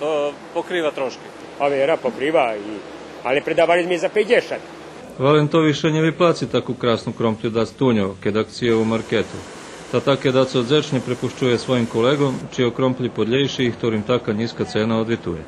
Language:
Rusyn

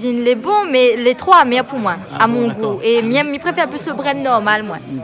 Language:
Réunion Creole French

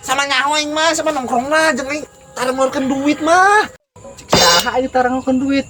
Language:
Sundanese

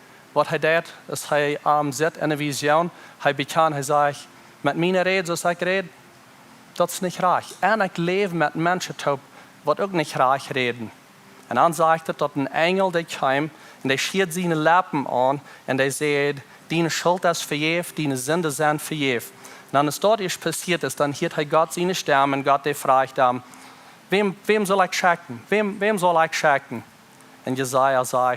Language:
Plautdietsch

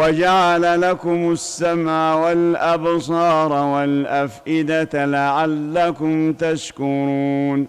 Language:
Arabic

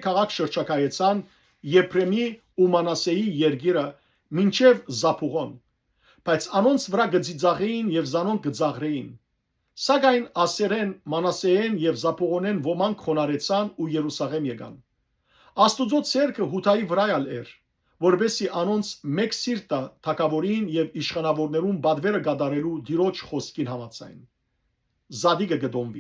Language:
Western Armenian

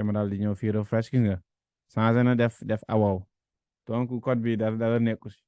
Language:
Wolof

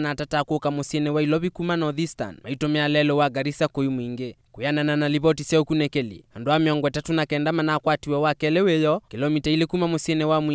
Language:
Kamba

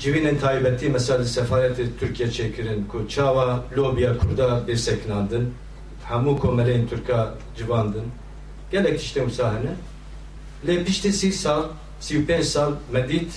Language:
Kurdish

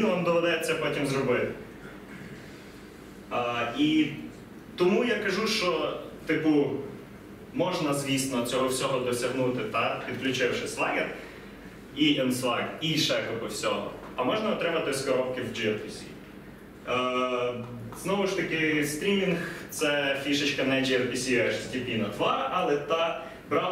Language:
Ukrainian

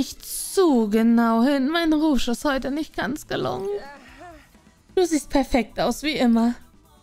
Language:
German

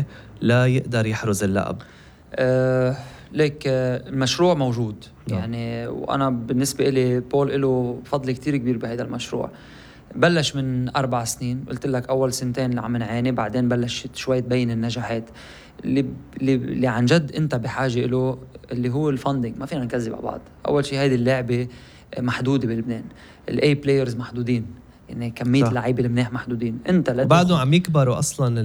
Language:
North Levantine Arabic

